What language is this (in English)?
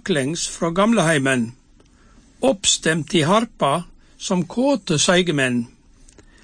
Norwegian